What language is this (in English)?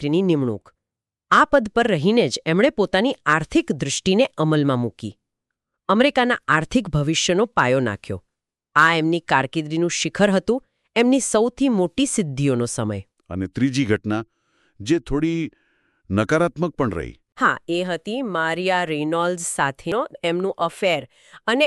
Gujarati